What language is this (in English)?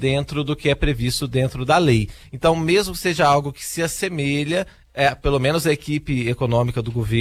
Portuguese